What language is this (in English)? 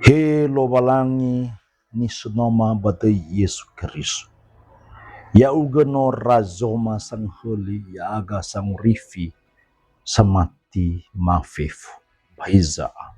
Nias